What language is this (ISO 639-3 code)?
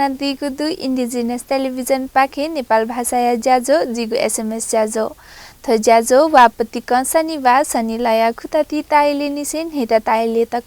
new